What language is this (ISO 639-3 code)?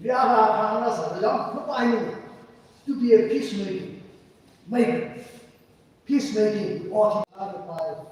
nmf